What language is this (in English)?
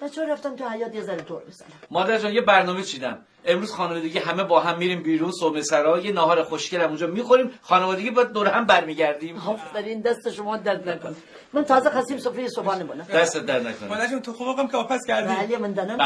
Gilaki